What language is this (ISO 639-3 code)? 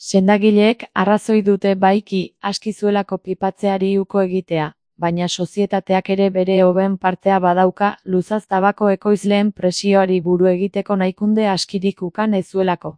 eus